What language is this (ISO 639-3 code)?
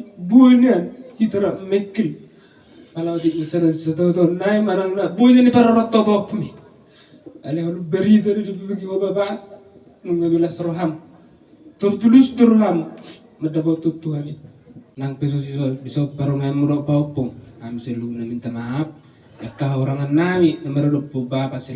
bbc